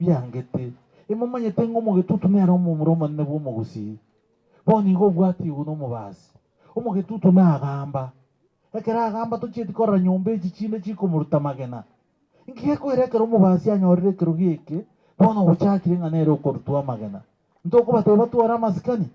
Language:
Gusii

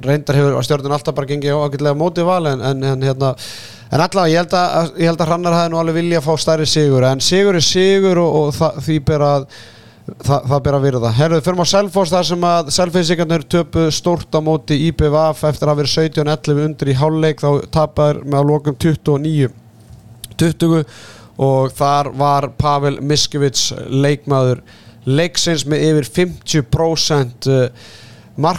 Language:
Icelandic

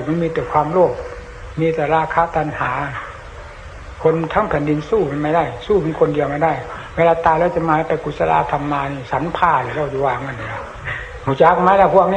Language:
Thai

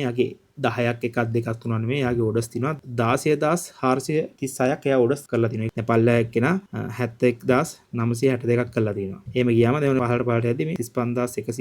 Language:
Sinhala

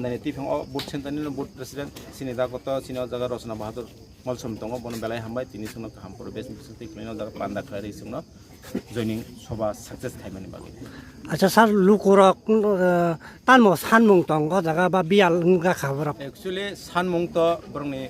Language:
Kok Borok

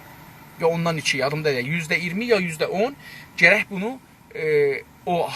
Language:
South Azerbaijani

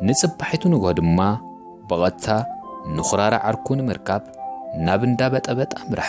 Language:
Tigrinya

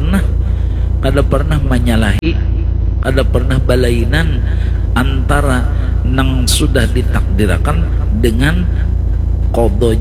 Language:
Banjar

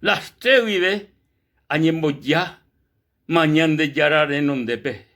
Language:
Guarani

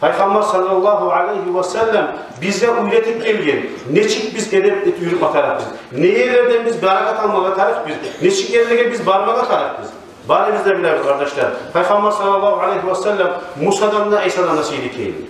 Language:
Kumyk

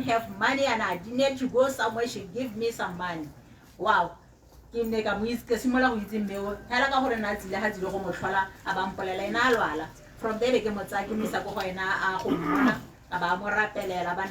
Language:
Tswana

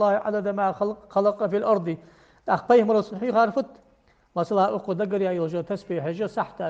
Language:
Ingush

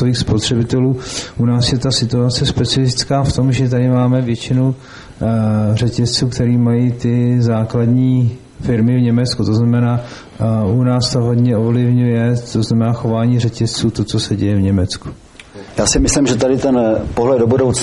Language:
Czech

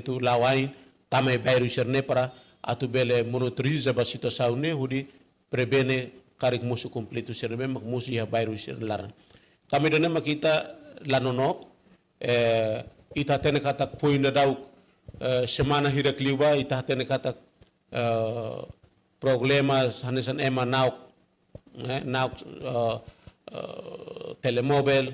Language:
Tetum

